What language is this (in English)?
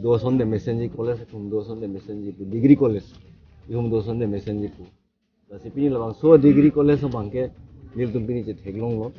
Karbi